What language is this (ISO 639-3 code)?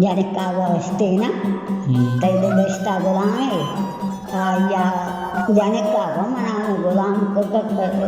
bal